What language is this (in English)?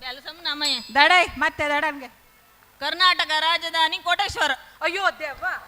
Konkani